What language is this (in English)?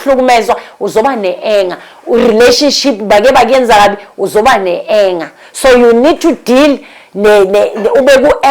Zulu